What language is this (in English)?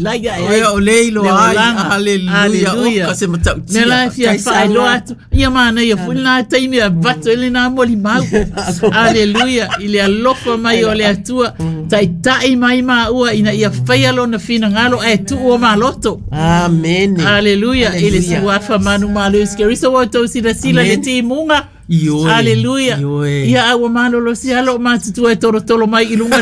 Samoan